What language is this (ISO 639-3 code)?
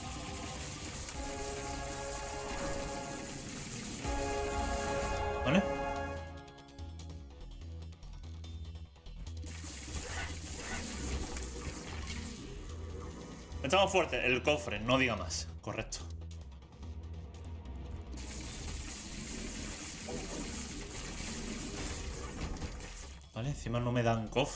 spa